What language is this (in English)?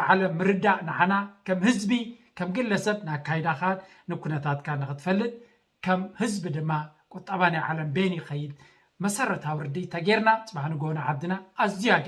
Tigrinya